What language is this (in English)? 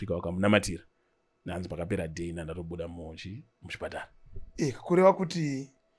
Shona